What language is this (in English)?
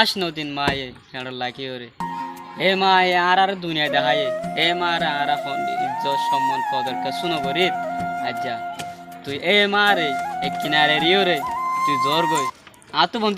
Rohingya